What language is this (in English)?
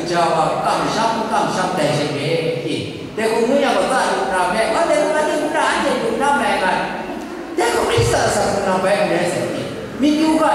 Kachin